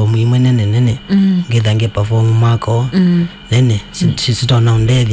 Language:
Kamba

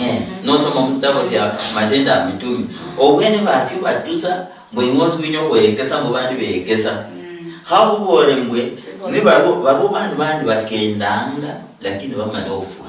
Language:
Luyia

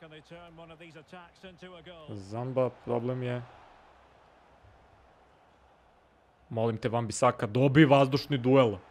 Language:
Serbian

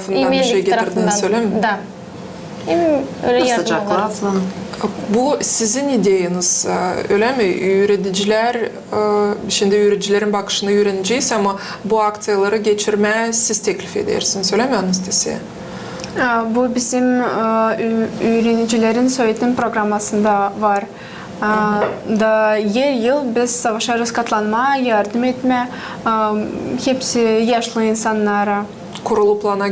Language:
Gagauz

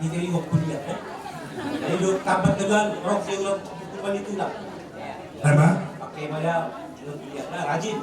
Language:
Batak Toba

